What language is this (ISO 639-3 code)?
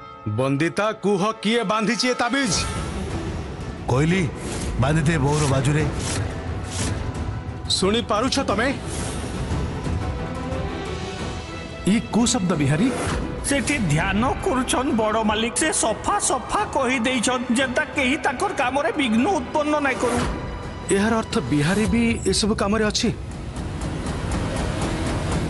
ori